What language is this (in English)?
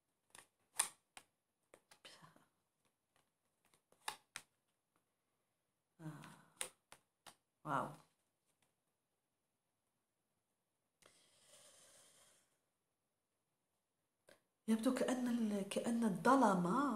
Arabic